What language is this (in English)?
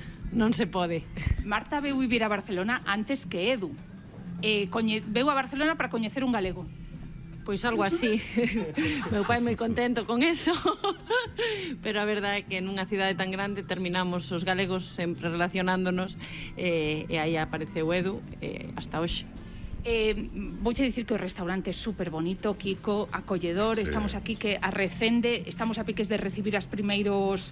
Galician